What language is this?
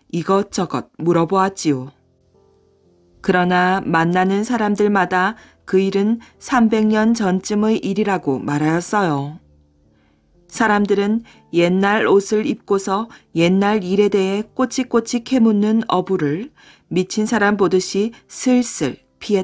Korean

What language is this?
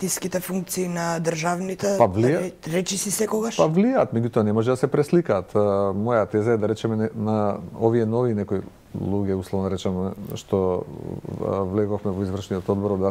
Macedonian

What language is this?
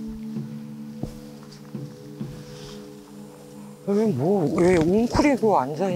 Korean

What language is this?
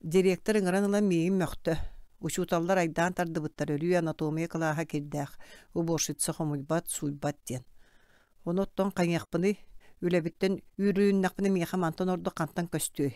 Yakut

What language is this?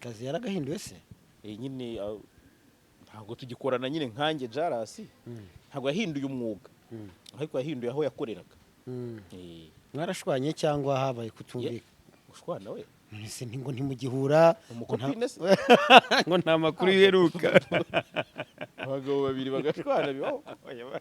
Kinyarwanda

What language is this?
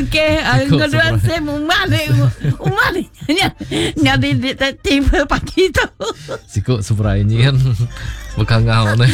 Iban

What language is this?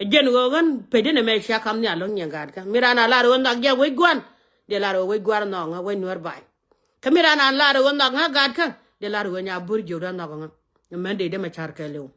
Nuer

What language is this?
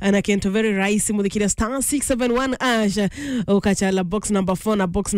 Meru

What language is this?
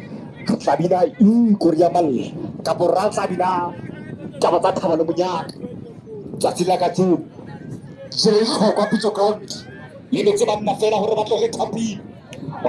Southern Sotho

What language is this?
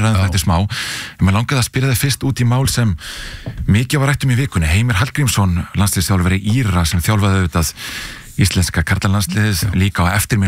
Icelandic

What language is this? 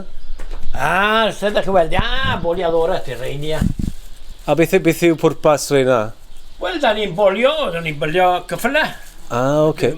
Welsh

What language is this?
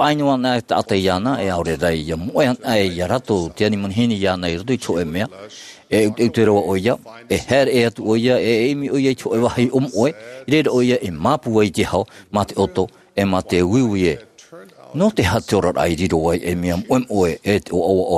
Tahitian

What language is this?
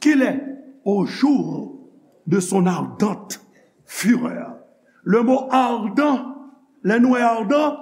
Haitian Creole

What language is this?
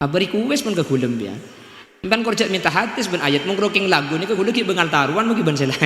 Madurese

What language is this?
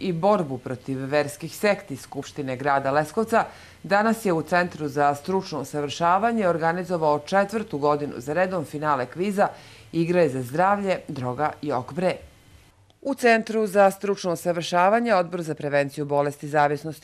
Serbian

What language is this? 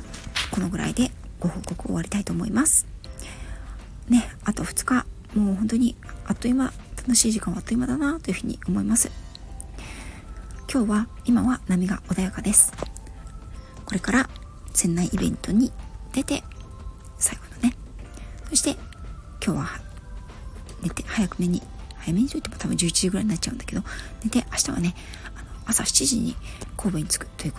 Japanese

